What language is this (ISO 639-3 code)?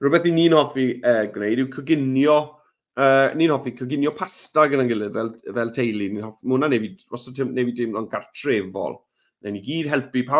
cym